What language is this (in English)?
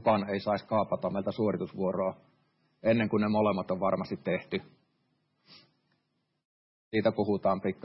Finnish